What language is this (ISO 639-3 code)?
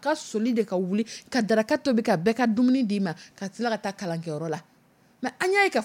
dyu